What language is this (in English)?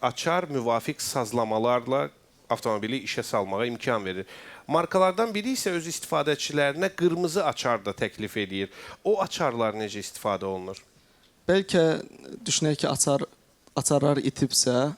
Azerbaijani